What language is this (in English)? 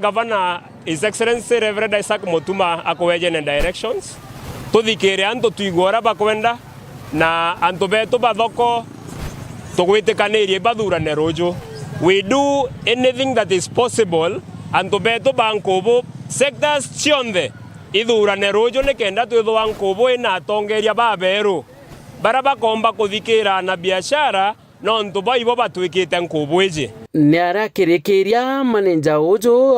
Meru